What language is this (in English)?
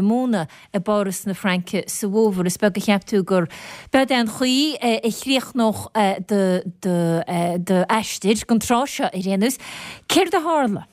Irish